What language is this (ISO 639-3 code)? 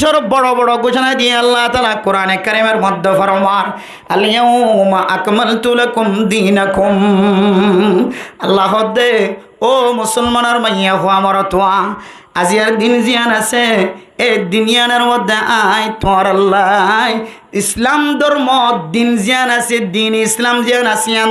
rhg